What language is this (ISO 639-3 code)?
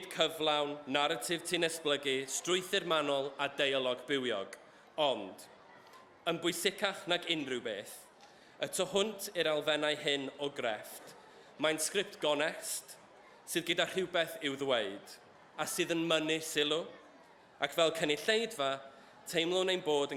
cym